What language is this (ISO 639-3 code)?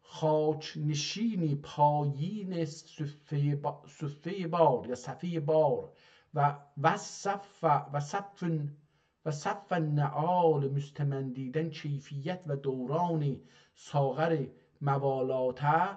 azb